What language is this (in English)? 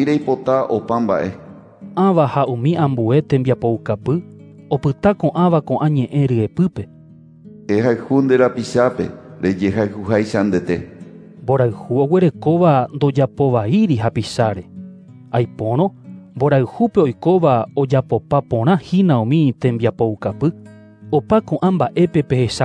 Guarani